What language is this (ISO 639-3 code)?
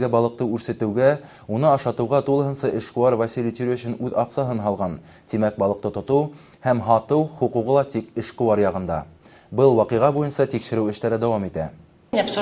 bak